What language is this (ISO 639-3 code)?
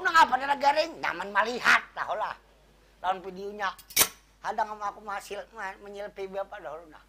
bjn